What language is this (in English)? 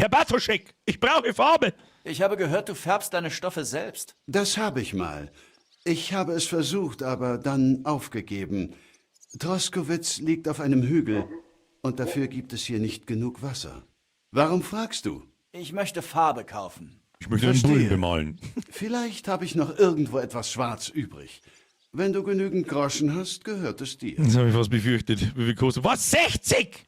Bavarian